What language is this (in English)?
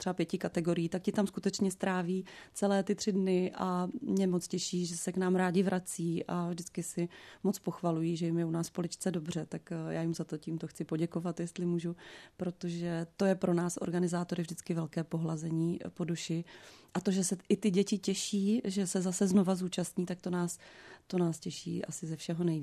Czech